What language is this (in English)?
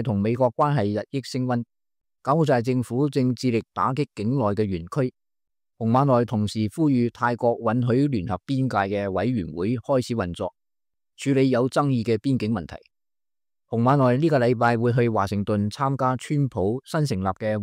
Cantonese